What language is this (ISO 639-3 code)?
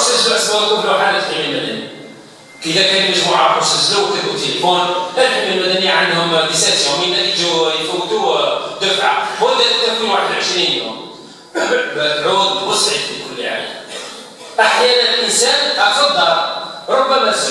arq